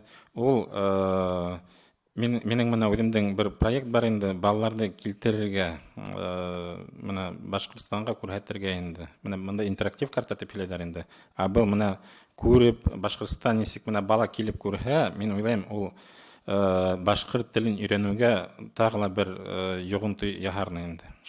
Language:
Bashkir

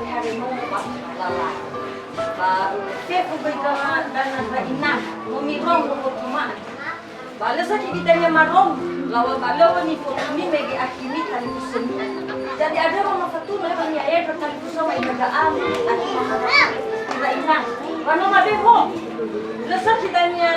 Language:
Nias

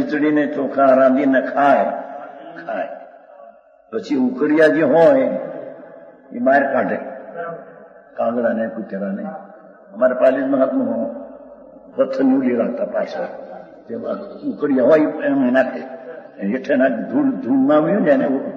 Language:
Gujarati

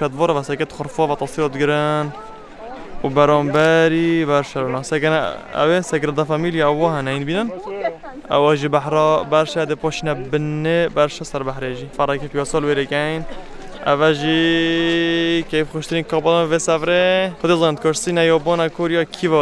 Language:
Kurdish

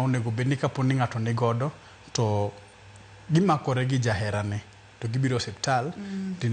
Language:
Luo (Kenya and Tanzania)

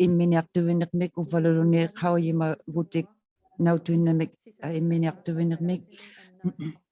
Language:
Inuktitut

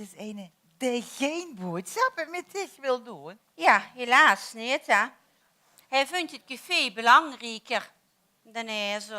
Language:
Limburgish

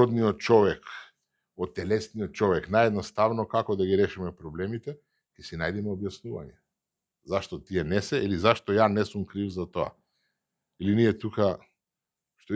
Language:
Macedonian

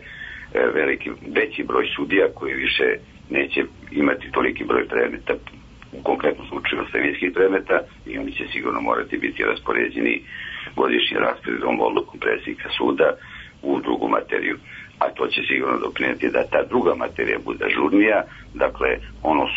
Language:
Serbian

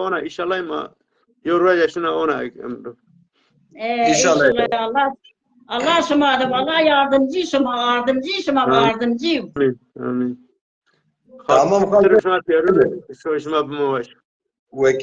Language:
Zaza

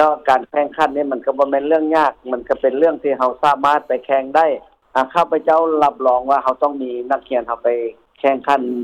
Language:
Lao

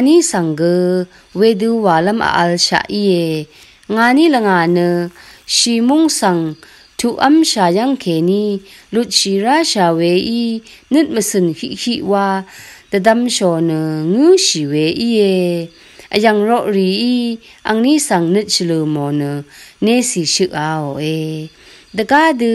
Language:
Rawang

